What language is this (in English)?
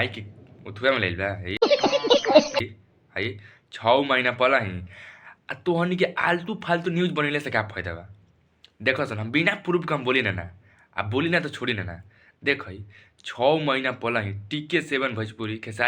Bhojpuri